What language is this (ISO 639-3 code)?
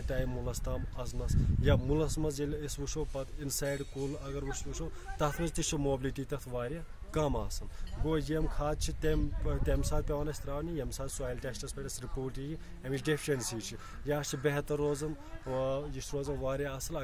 kas